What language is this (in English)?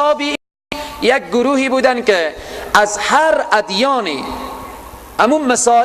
Persian